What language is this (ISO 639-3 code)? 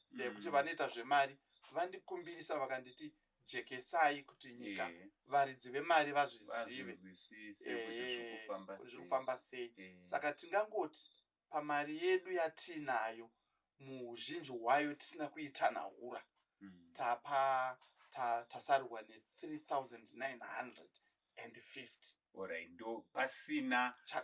sna